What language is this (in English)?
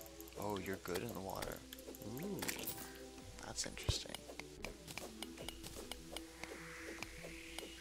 English